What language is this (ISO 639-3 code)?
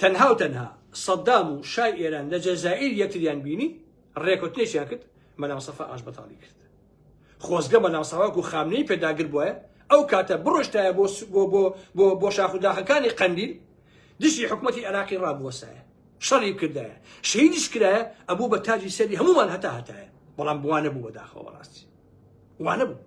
ckb